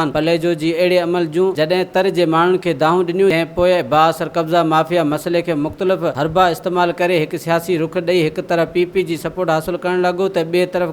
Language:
Sindhi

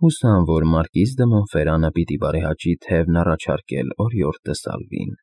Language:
Armenian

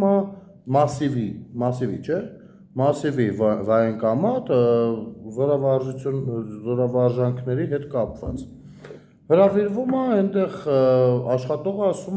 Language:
Armenian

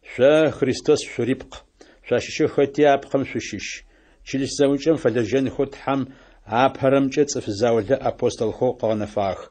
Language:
Adyghe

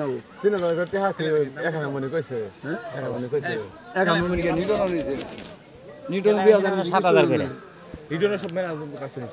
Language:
Assamese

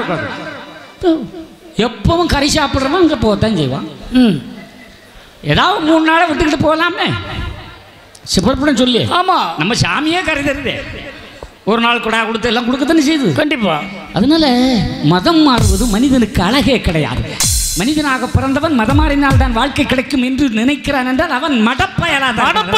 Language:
Tamil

